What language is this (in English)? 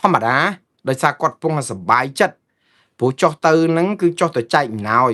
Khmer